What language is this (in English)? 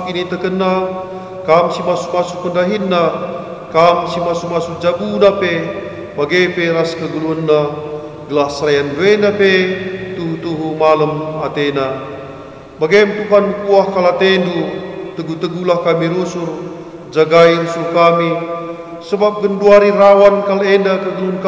Batak Karo